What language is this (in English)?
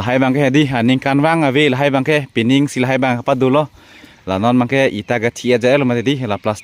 Karbi